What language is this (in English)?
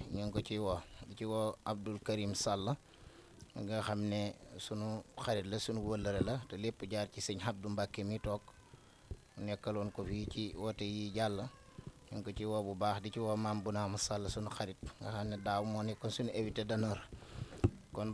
Wolof